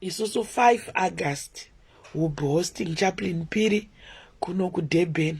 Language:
Shona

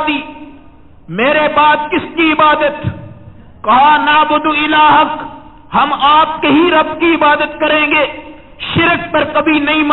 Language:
Urdu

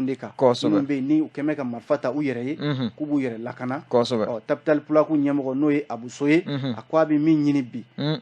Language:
Bambara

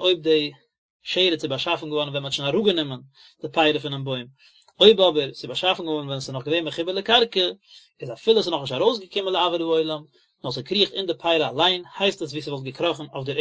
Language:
Yiddish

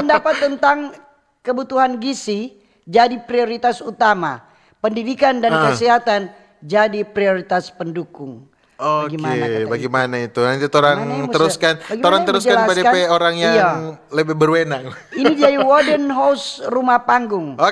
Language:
Manado Malay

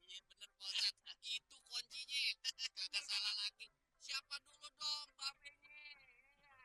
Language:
Betawi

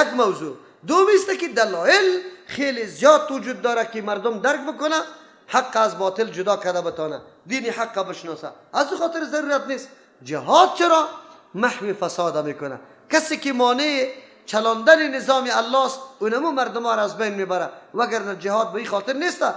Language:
Persian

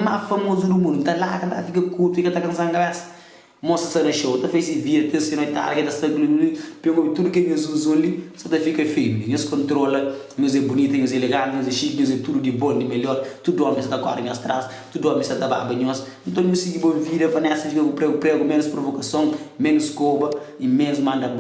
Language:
Kabuverdianu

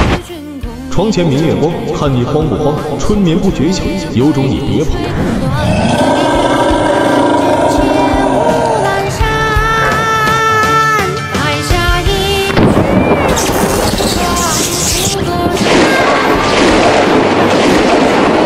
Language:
Chinese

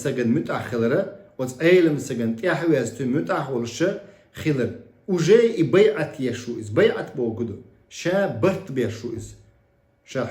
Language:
Chechen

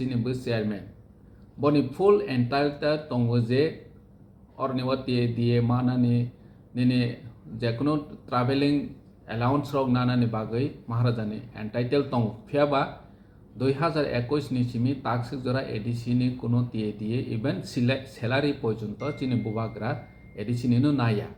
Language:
Kok Borok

